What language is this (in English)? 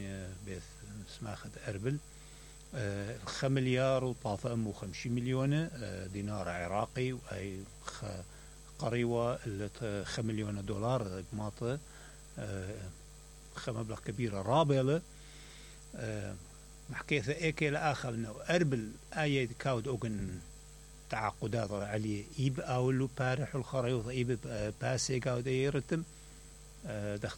Mesopotamian Arabic